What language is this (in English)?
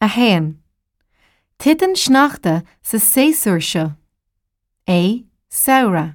Irish